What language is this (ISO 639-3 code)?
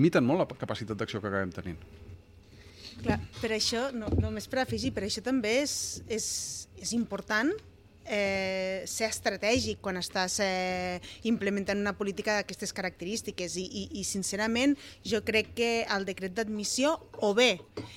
cat